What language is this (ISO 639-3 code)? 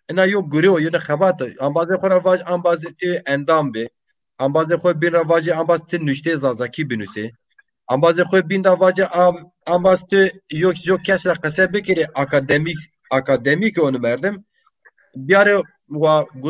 zza